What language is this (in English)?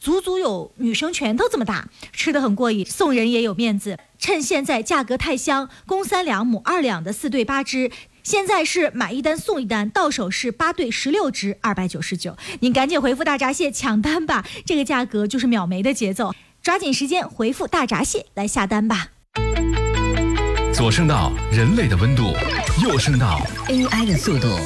Chinese